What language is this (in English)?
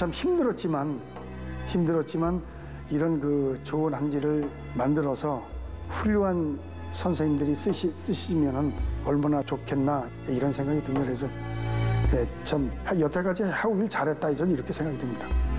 Korean